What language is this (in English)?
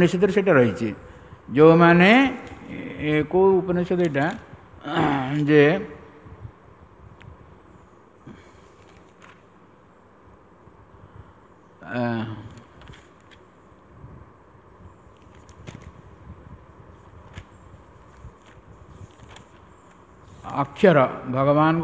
Odia